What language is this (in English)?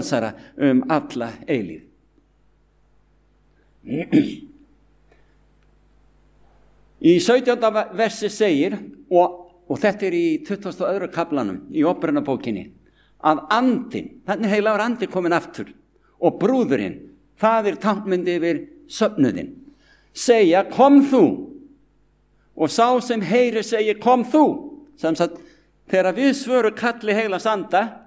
Icelandic